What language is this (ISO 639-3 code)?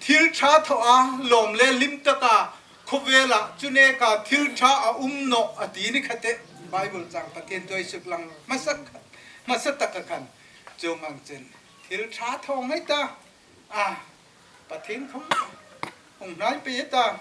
hmr